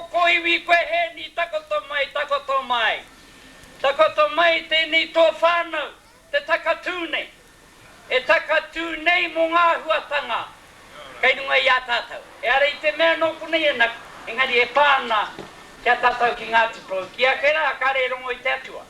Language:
Māori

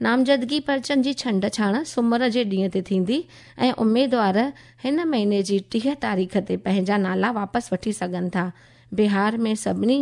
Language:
Sindhi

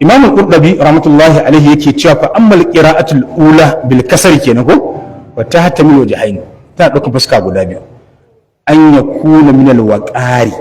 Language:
Hausa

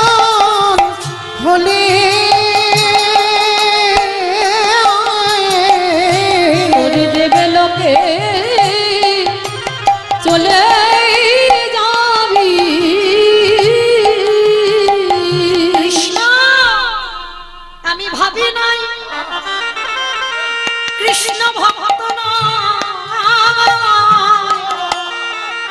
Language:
Bangla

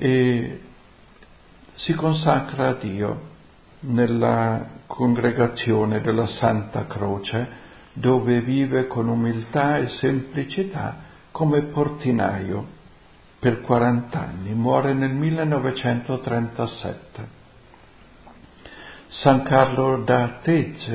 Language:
Italian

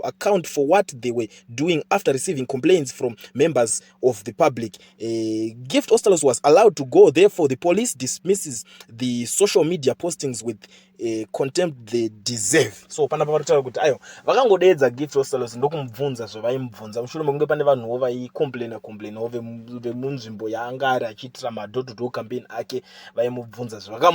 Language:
Shona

